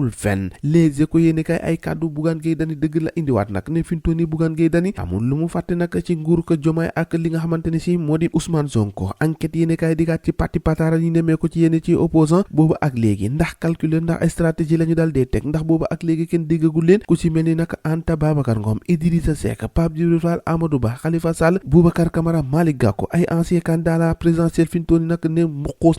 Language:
Wolof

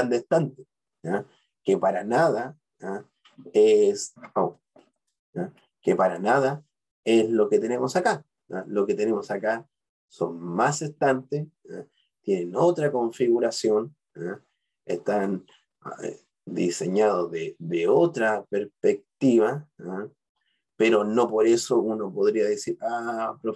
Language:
Spanish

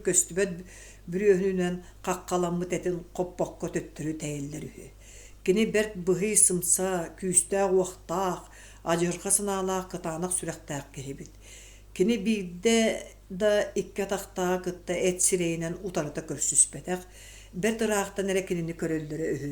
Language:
Yakut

